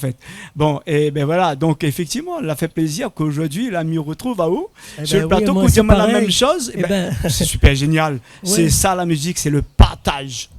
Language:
Réunion Creole French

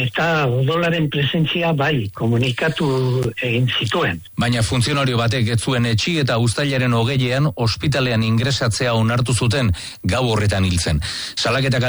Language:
Basque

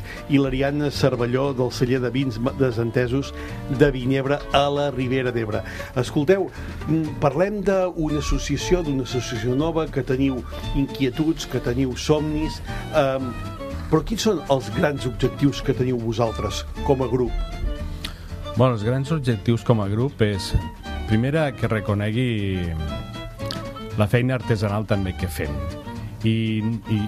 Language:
Catalan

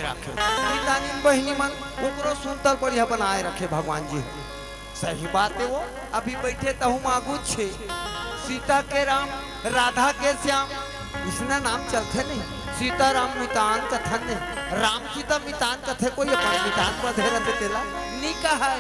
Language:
Chhattisgarhi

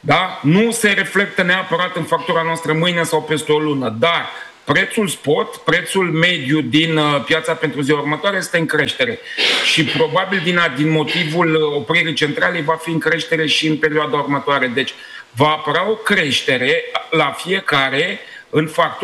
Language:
Romanian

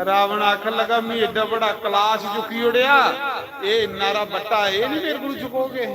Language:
Dogri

